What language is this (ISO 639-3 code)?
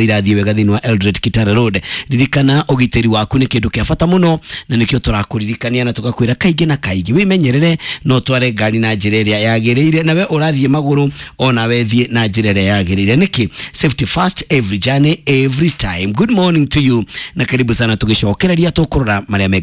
kik